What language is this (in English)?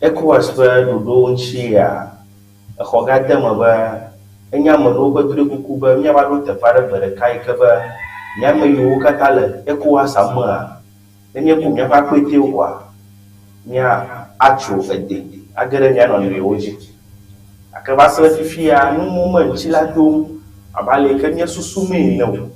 Ewe